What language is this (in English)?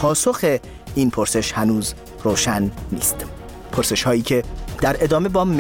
Persian